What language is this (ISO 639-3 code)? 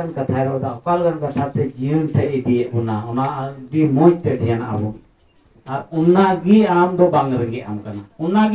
sat